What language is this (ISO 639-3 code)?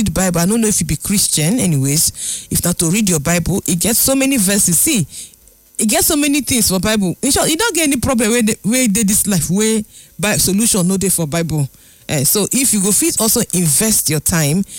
pcm